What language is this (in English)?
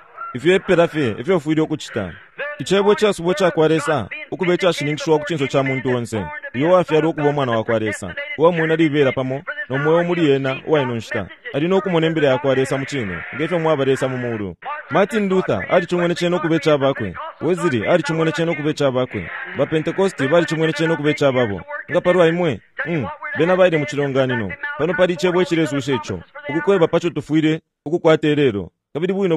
Bemba